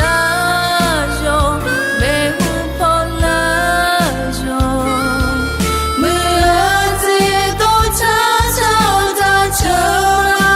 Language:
Akha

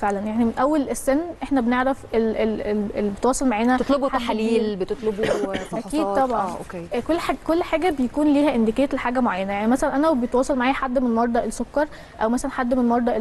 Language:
Egyptian Arabic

